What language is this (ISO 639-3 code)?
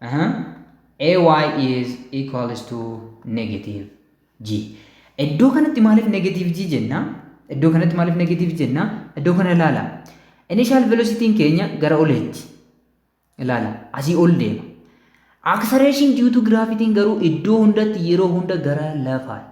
orm